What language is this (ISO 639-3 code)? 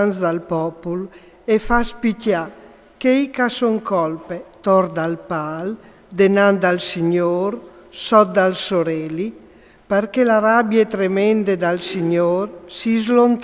fur